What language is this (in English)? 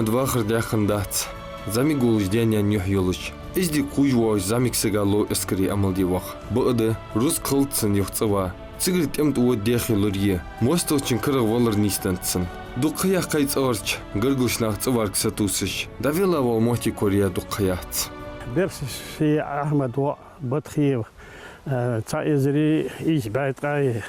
Ingush